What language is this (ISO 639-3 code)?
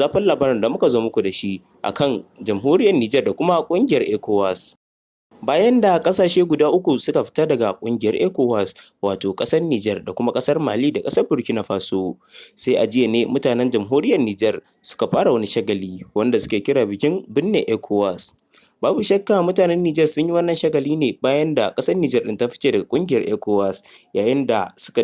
hau